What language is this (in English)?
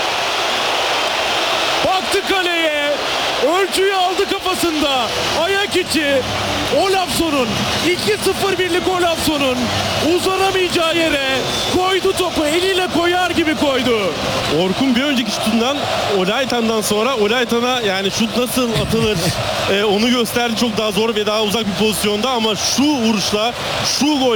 Turkish